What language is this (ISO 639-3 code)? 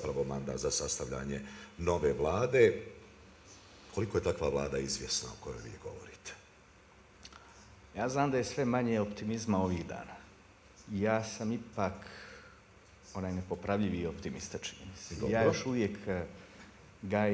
bos